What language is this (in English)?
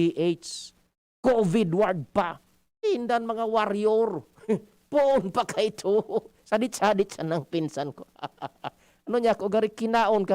Bikol